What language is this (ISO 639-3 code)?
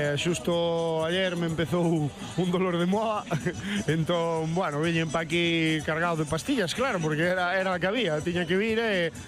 glg